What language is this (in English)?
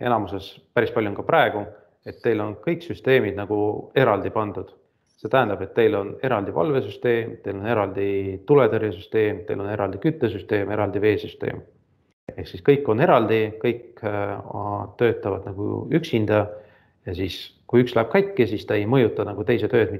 Estonian